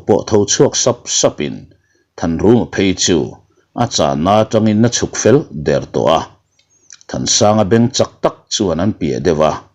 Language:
Mizo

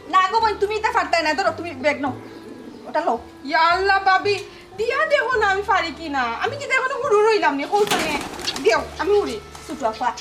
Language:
Sylheti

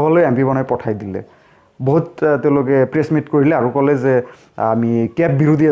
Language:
Assamese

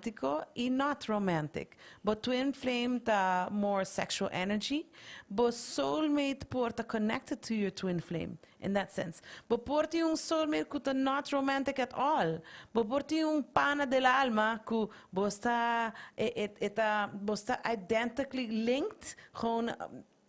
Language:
Papiamento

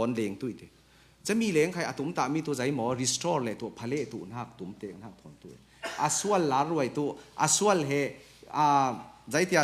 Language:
Falam Chin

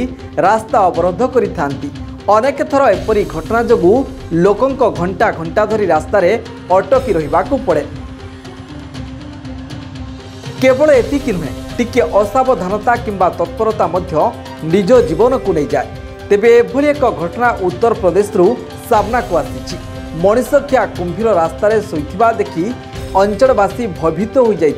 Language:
Odia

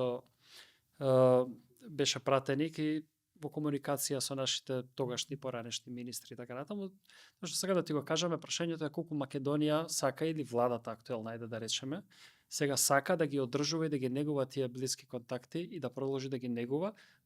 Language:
Macedonian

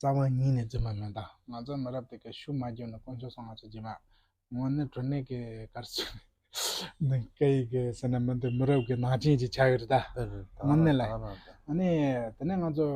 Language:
Tibetan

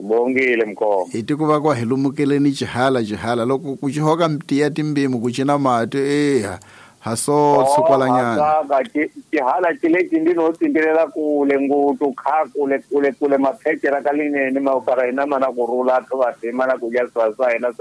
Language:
Tsonga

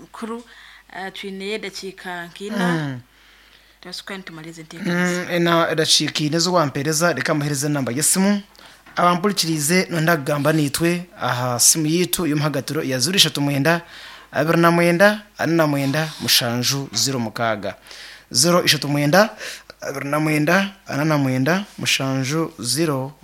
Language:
Nyankole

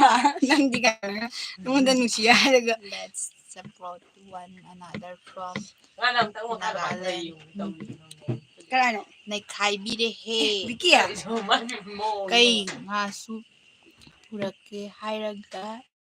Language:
Manipuri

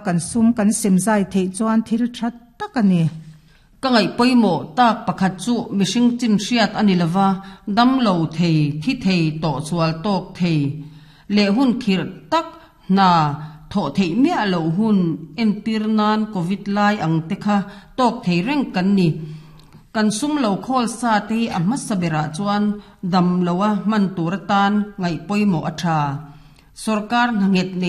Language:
Mizo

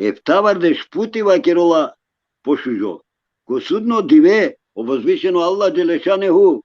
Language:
Balkan Romani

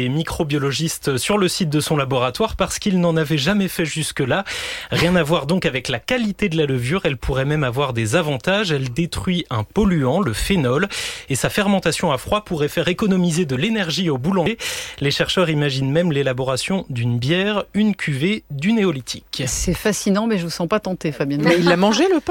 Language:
French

